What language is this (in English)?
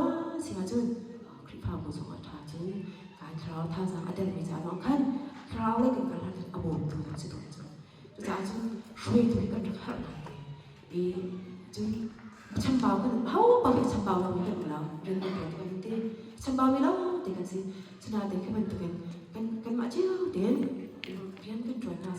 Hakha Chin